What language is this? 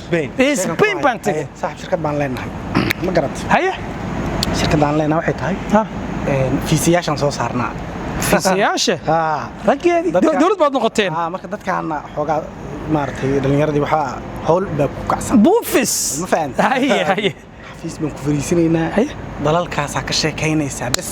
Somali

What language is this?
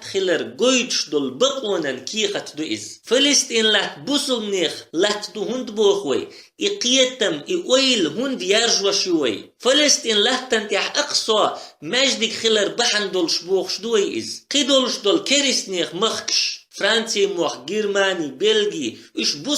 Chechen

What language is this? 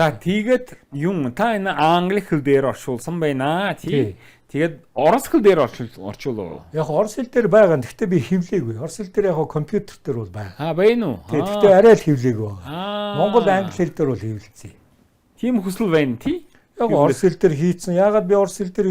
Mongolian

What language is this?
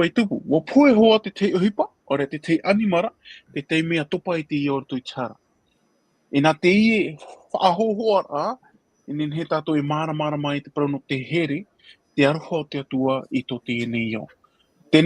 Tahitian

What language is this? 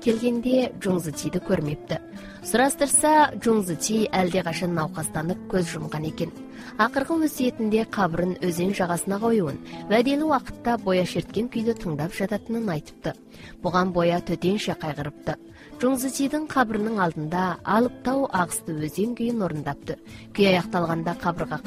Kazakh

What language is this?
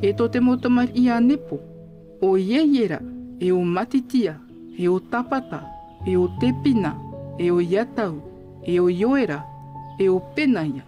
Tahitian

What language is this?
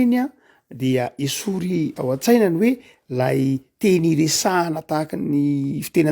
Malagasy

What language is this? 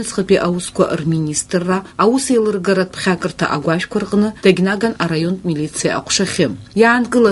Abkhazian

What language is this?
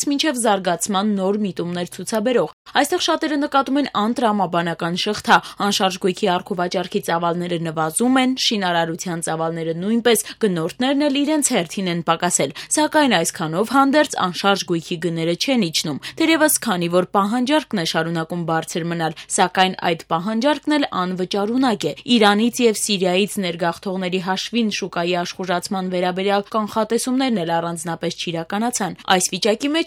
Armenian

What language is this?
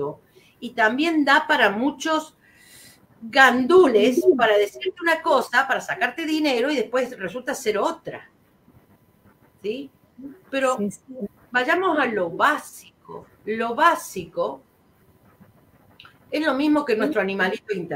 Spanish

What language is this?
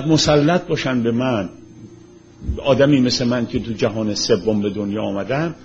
Persian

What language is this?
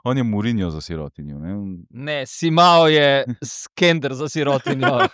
Slovenian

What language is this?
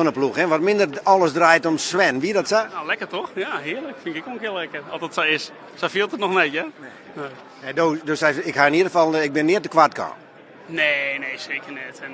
Western Frisian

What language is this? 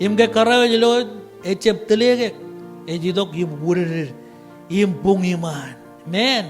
Marshallese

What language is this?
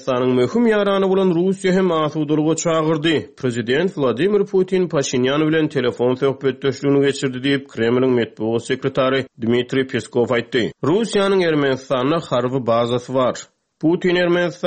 Turkmen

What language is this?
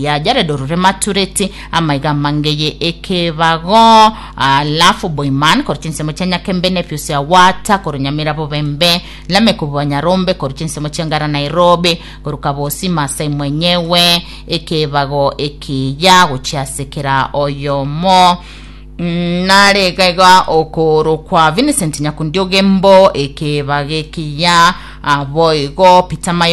Gusii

